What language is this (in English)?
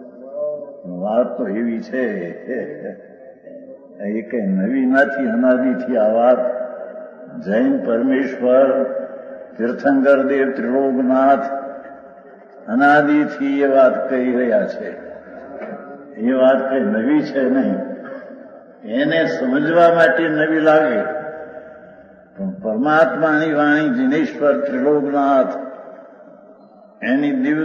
Gujarati